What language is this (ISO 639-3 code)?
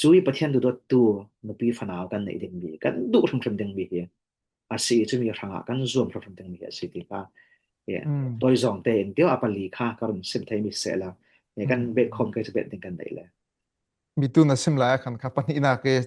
cfm